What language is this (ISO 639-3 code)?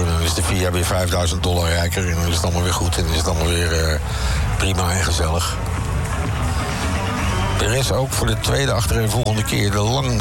nld